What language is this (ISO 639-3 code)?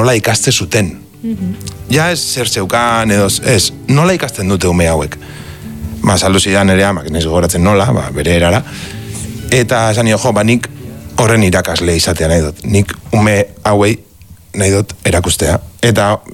eus